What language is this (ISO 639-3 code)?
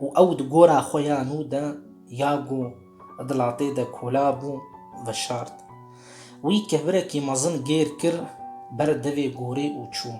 kur